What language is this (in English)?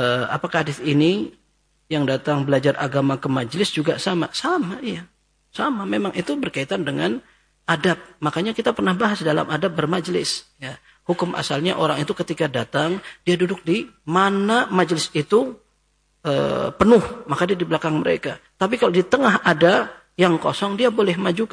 Indonesian